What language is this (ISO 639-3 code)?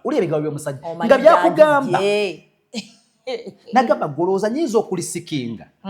lug